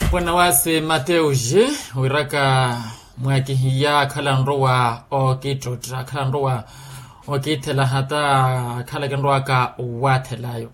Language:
Makhuwa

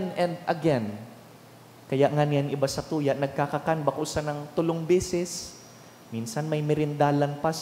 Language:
Bikol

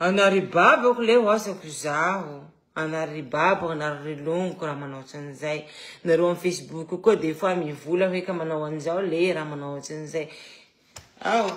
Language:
Malagasy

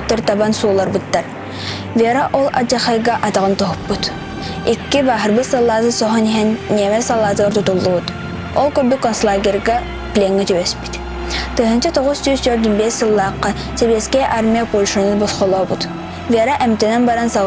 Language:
Yakut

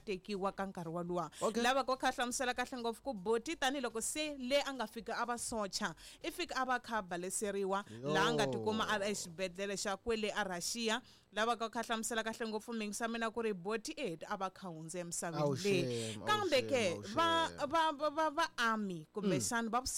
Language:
Tsonga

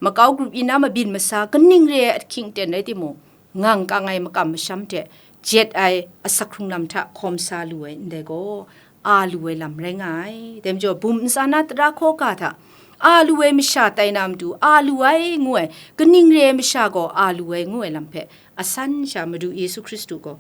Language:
Kachin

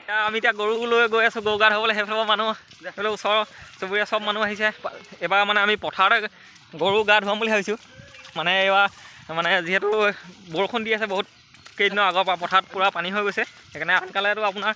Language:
Assamese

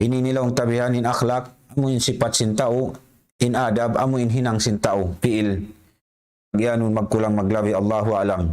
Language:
Tausug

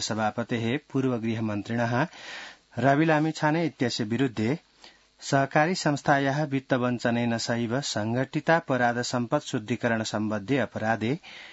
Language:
Sanskrit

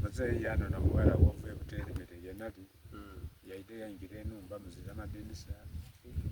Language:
Soga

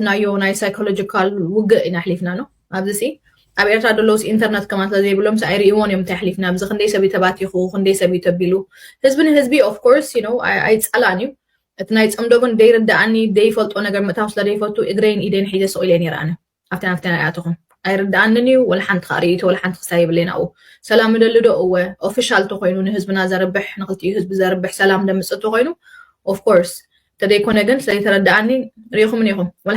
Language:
Tigrinya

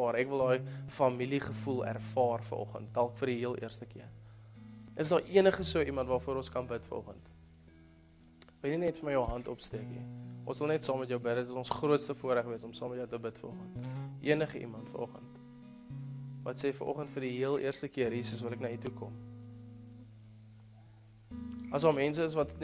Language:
Afrikaans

